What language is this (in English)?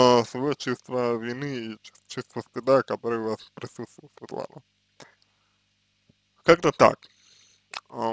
Russian